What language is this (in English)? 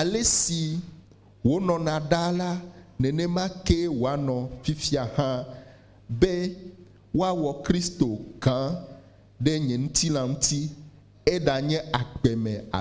Ewe